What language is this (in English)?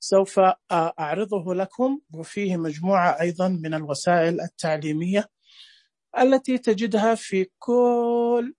Najdi Arabic